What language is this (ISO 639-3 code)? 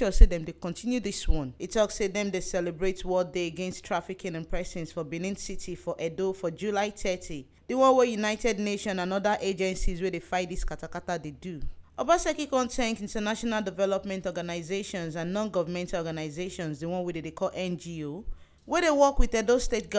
pcm